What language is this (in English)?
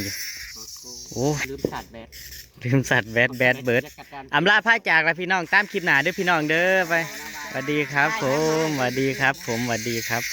Northeastern Thai